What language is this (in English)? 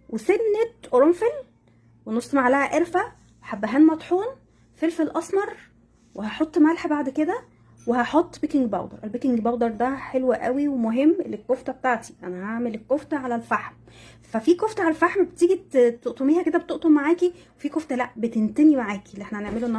Egyptian Arabic